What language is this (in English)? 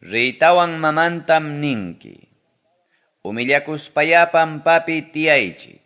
Ayacucho Quechua